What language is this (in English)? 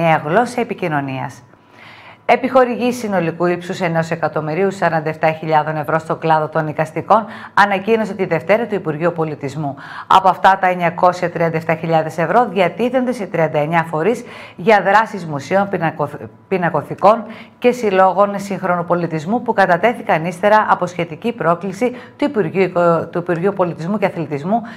Greek